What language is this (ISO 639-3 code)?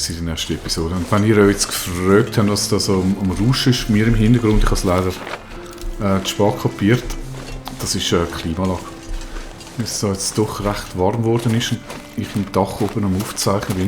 gsw